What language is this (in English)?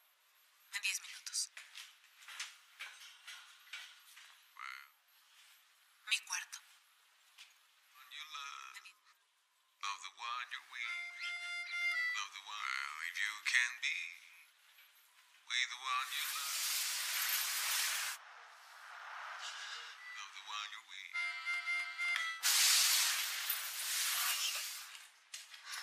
Spanish